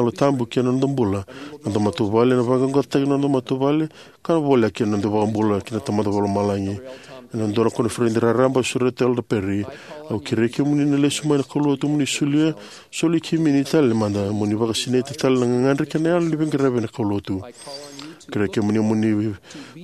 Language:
Fijian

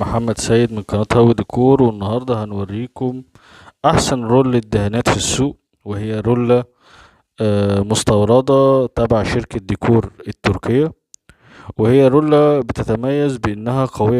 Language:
Egyptian Arabic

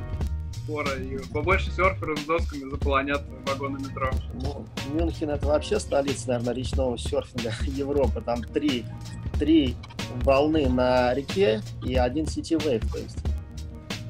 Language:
Russian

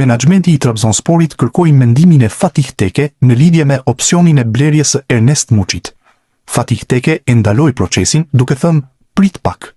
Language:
Albanian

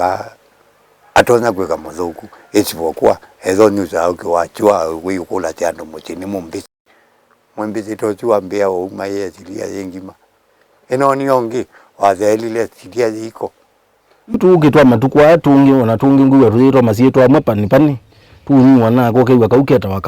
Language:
Kamba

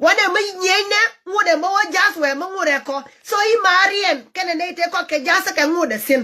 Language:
Nuer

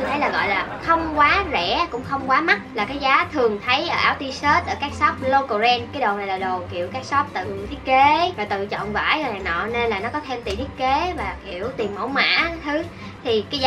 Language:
Vietnamese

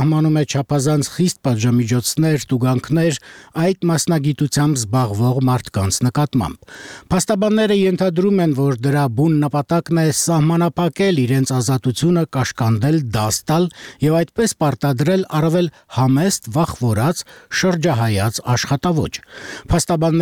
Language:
Armenian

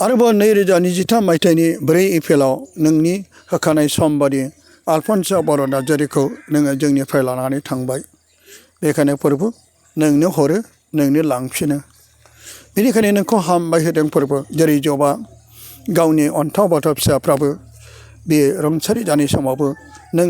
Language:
Bodo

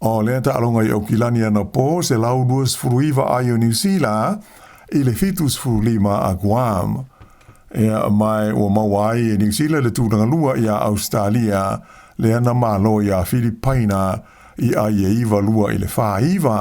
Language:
Samoan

